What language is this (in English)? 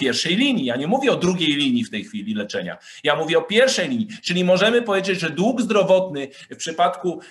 Polish